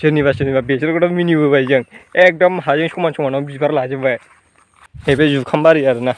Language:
Bodo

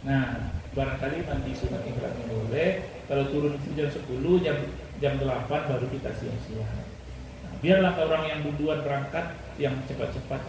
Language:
Minangkabau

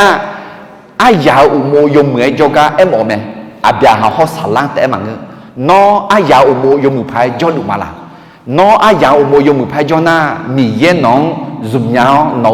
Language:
Akha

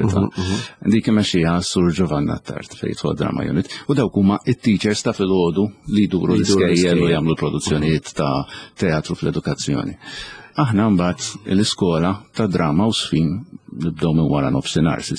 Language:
Maltese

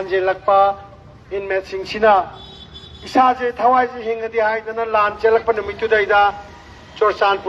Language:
Manipuri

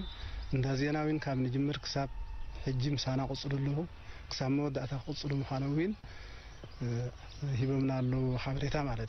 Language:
Tigrinya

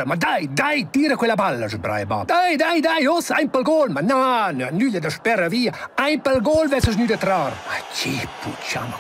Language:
Romansh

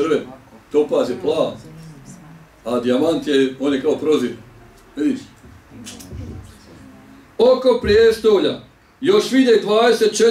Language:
Bosnian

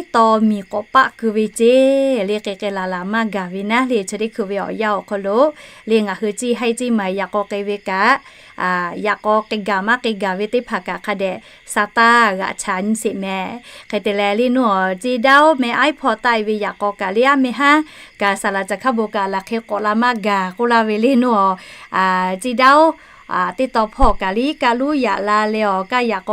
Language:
Lahu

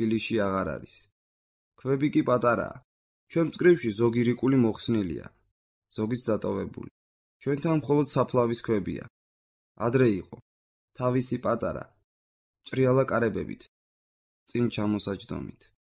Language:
Georgian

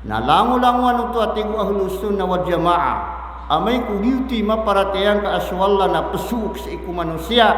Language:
Maranao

